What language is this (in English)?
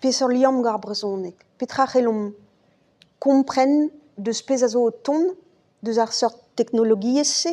Breton